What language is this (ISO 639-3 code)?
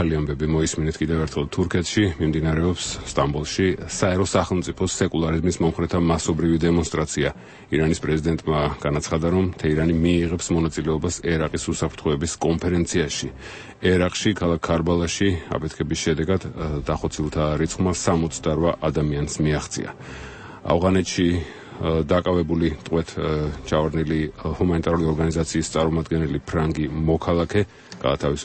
kat